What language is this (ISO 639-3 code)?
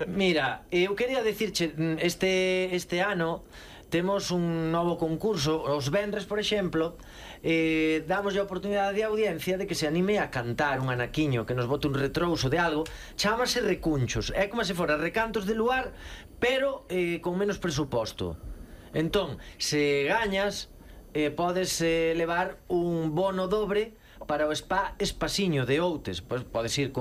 glg